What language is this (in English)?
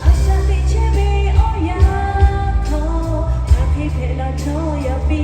Lahu